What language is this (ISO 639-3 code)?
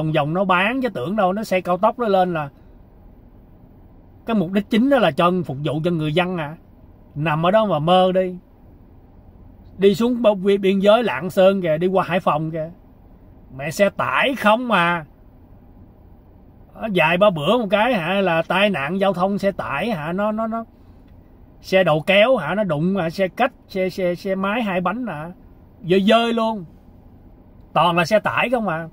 vie